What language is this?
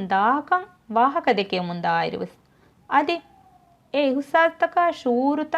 Divehi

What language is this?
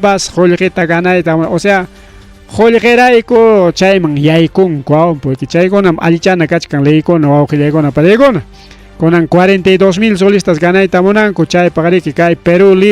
Ayacucho Quechua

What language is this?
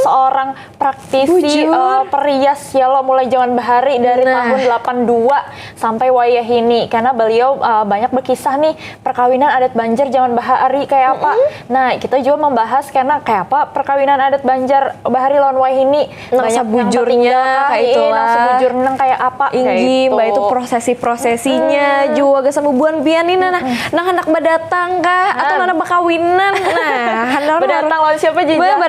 Banjar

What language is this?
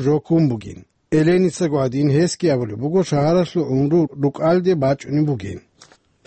Avaric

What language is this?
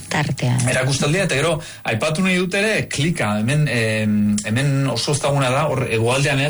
Basque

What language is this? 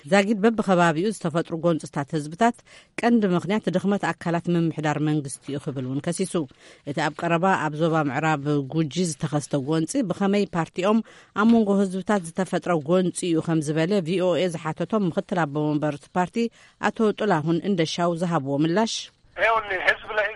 Tigrinya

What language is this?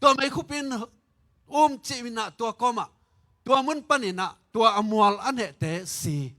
Tedim Chin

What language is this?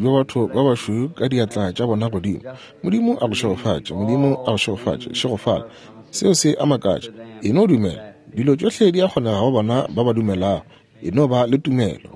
Northern Sotho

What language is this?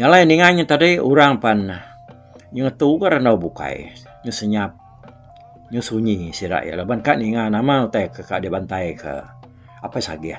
Iban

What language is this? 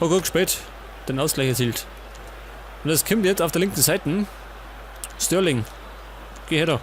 Bavarian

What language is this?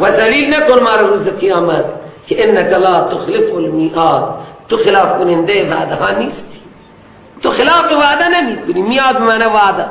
Persian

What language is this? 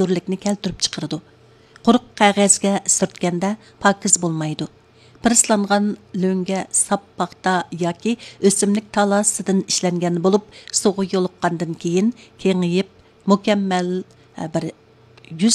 Uyghur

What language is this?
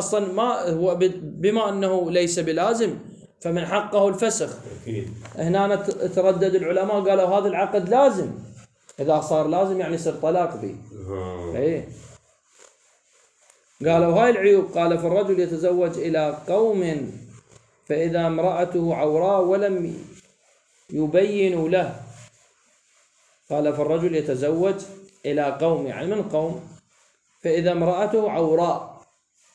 Arabic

